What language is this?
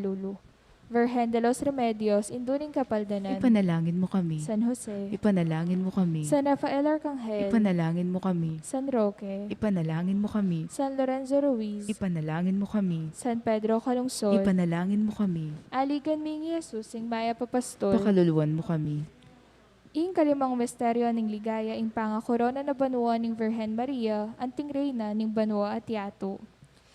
Pampanga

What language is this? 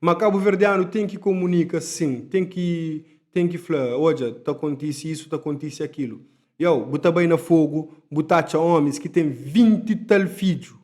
Kabuverdianu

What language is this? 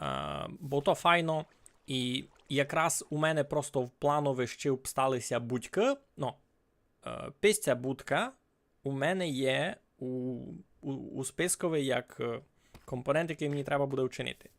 Rusyn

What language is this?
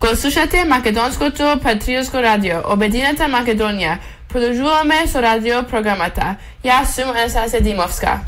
Macedonian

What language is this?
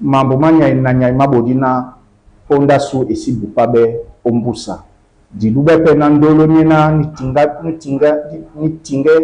Duala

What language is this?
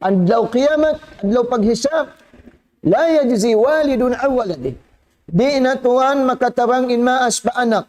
Tausug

